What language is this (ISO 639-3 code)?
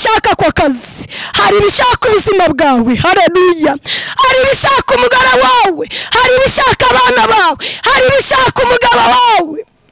kin